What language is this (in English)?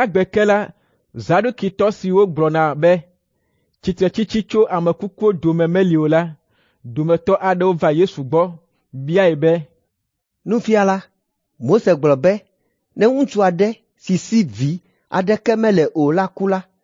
Ewe